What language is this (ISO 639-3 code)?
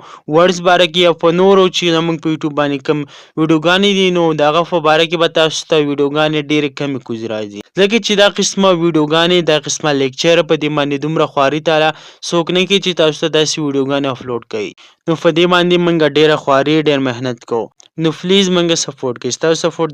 pus